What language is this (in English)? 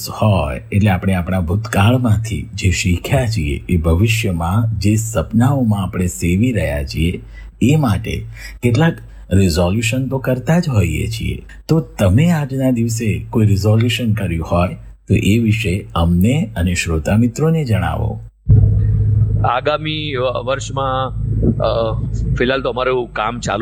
Gujarati